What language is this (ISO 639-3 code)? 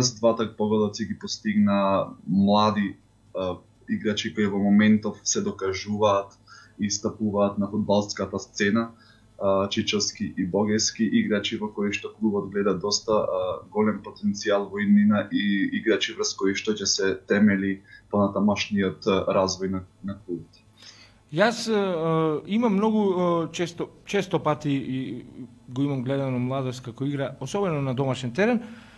mkd